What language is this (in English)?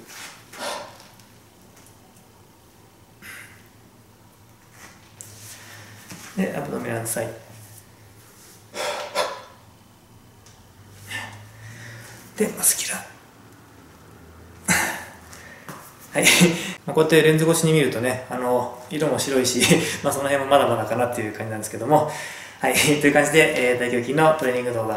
Japanese